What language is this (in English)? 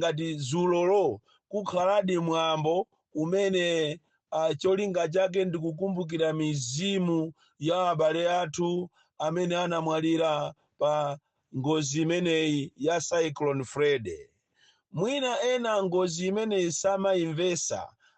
Nyanja